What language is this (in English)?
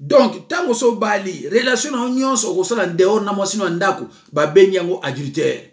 Lingala